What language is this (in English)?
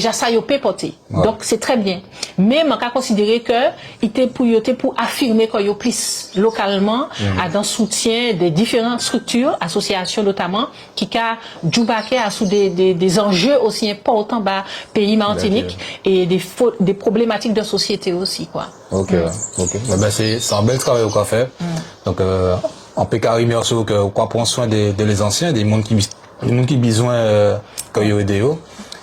Guadeloupean Creole French